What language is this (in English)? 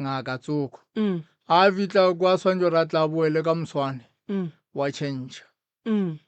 Northern Sotho